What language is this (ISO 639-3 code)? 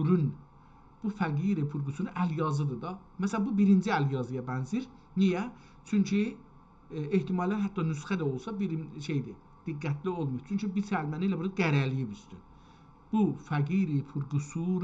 azb